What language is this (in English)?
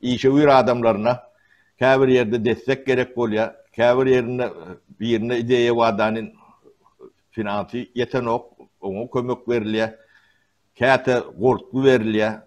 Turkmen